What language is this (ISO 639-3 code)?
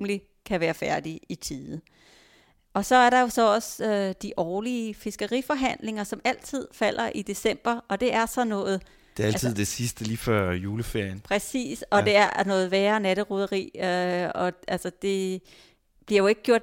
dan